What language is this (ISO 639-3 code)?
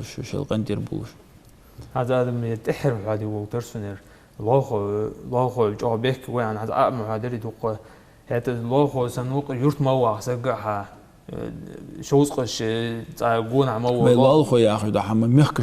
inh